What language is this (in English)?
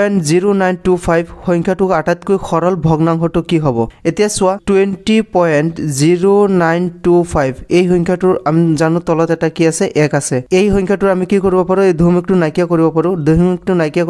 Assamese